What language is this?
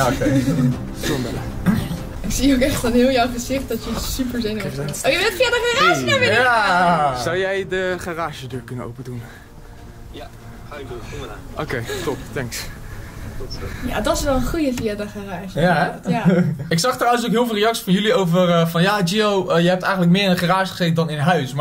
Dutch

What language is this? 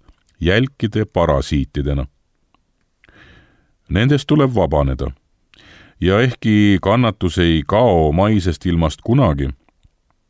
Estonian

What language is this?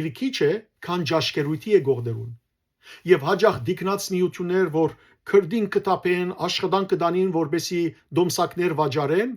Western Armenian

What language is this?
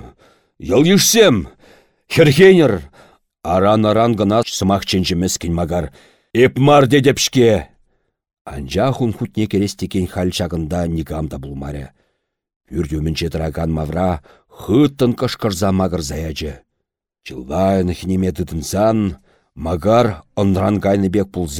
Chuvash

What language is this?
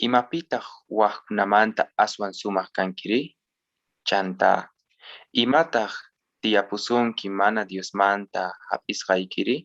Quechua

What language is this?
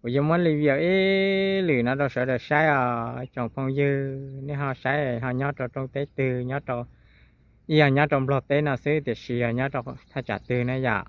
Hmong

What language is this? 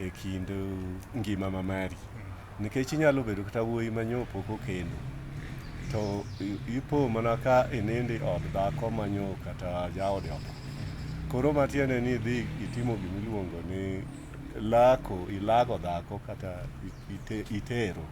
Luo (Kenya and Tanzania)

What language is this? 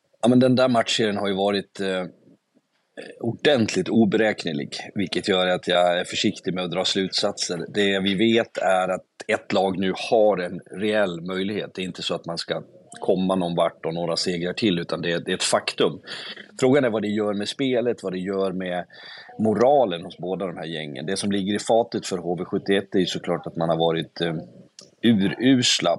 Swedish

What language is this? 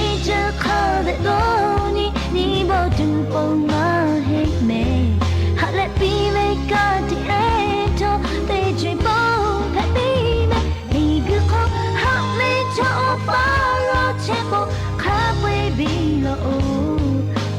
Lahu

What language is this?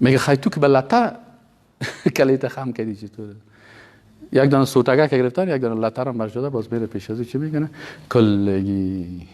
Persian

